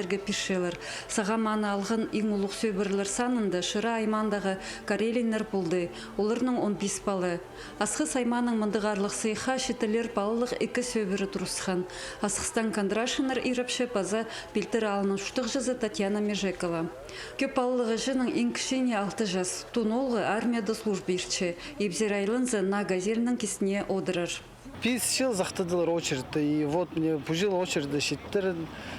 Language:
Khakas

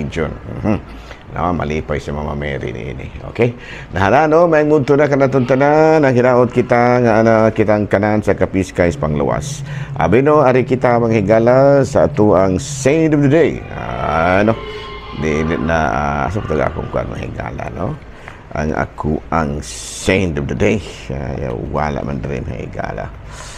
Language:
Cebuano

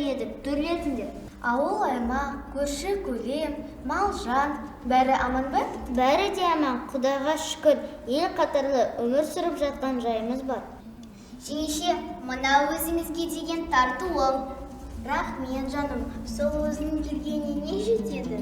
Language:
Kazakh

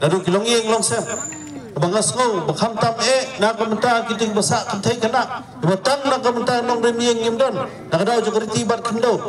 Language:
Khasi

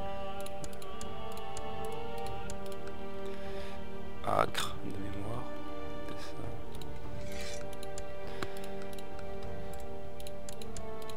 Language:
French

